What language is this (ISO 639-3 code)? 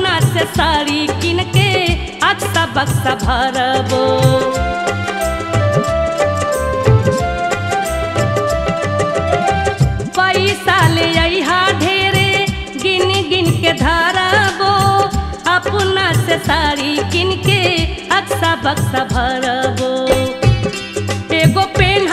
bho